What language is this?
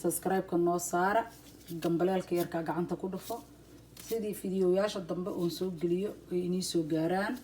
Somali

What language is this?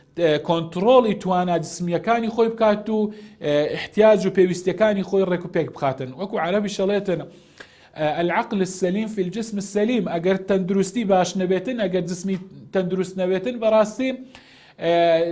Central Kurdish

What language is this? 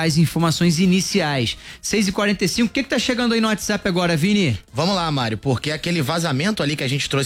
Portuguese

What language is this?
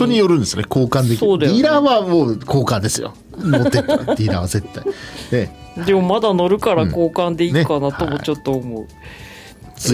Japanese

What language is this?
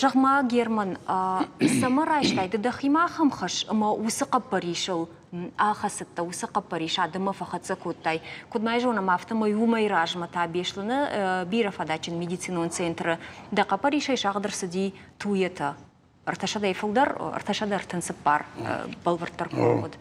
Ossetic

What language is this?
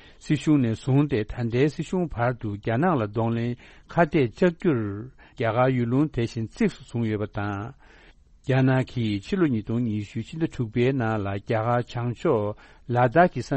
Tibetan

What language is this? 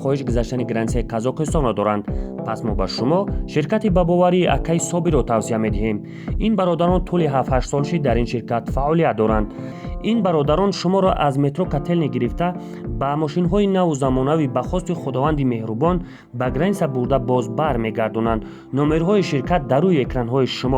Tajik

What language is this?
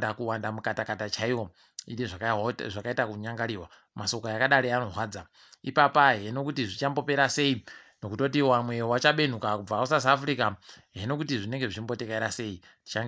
Ndau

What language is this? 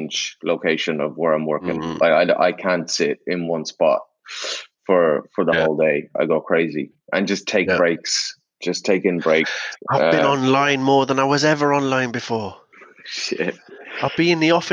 English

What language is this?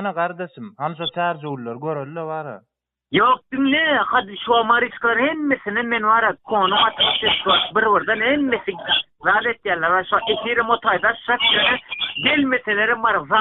Turkmen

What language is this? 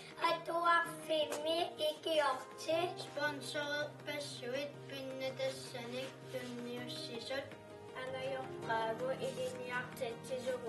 Kalaallisut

